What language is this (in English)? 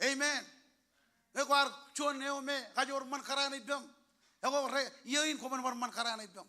Marshallese